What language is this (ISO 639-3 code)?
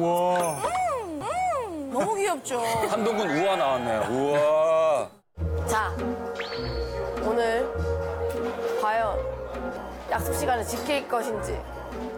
kor